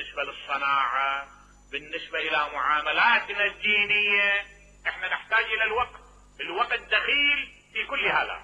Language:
Mesopotamian Arabic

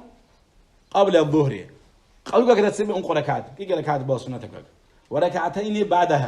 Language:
Avaric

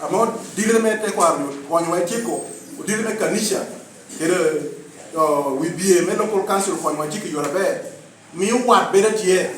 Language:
Lango (Uganda)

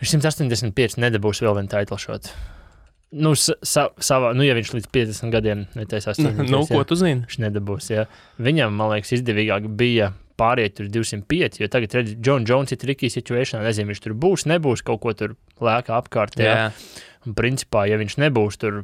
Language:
Latvian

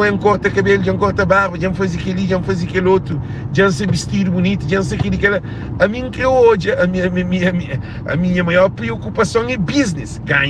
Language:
Kabuverdianu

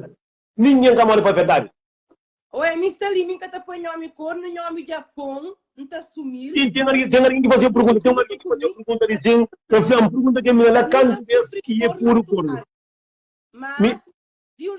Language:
Kabuverdianu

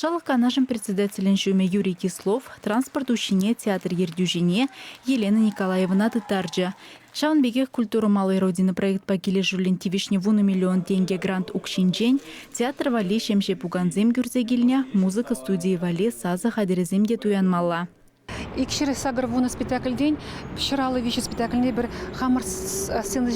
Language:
Chuvash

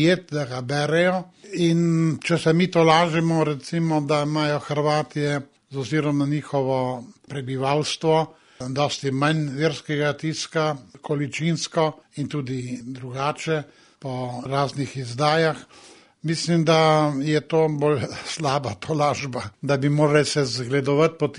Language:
Slovenian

